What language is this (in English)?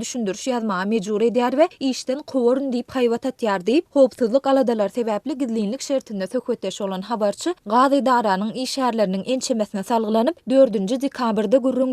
Turkmen